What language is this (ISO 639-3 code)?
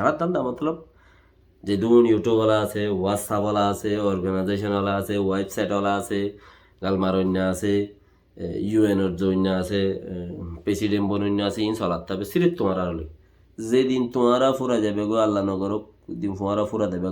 rhg